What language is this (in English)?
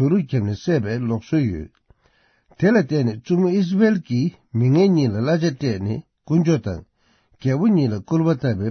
Tibetan